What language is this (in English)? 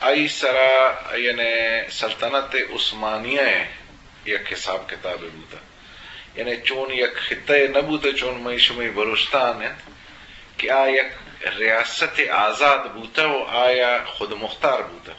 Eastern Balochi